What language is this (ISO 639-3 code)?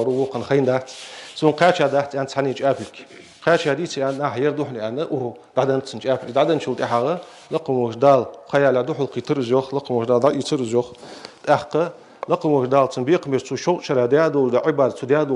inh